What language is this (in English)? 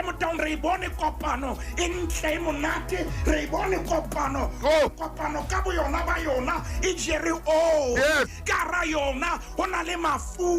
Southern Sotho